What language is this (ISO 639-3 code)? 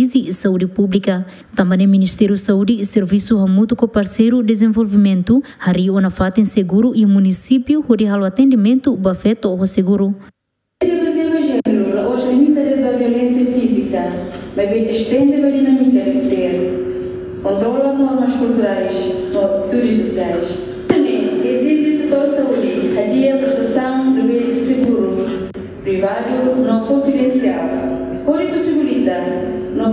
tet